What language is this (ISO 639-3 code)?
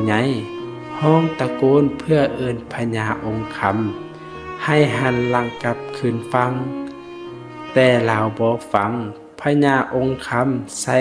lao